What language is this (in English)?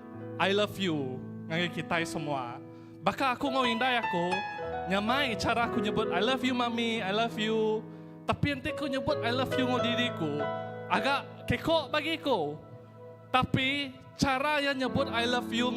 Iban